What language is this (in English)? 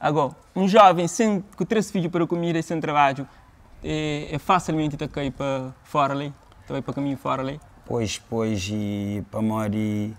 Kabuverdianu